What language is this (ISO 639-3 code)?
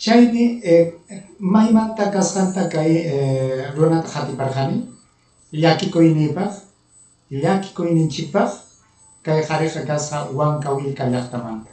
quy